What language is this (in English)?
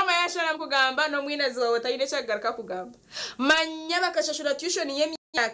Nyankole